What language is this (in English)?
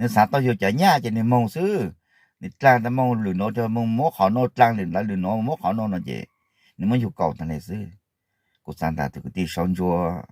Hmong